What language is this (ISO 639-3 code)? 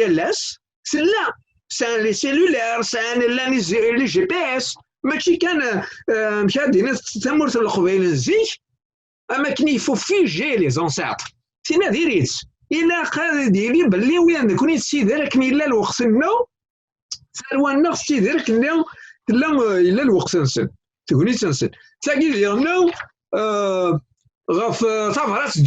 kab